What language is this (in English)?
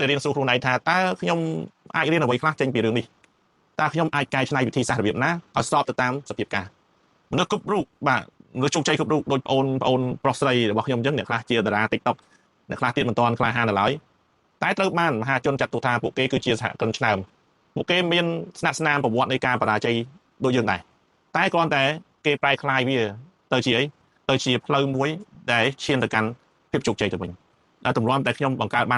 Khmer